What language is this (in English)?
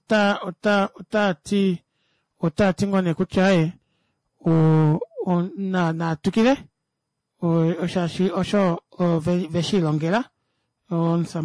Kuanyama